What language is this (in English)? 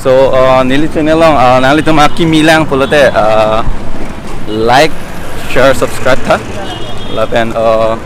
Karbi